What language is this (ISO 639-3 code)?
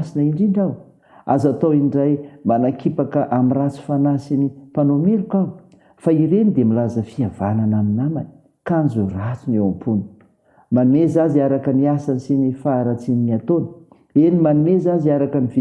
mlg